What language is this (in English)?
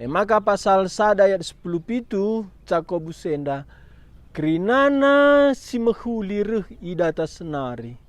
Batak Karo